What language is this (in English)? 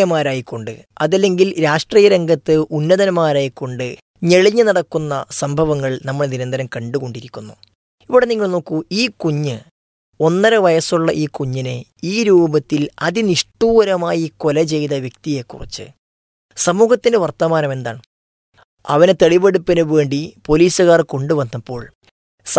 Malayalam